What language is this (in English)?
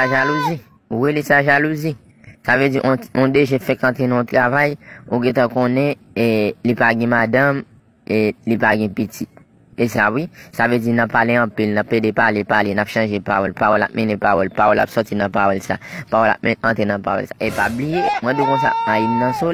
Haitian Creole